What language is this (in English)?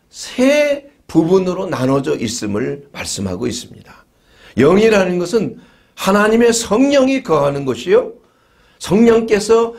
Korean